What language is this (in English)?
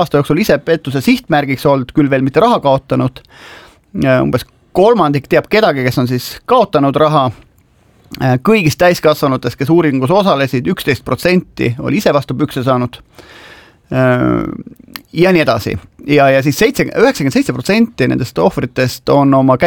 Estonian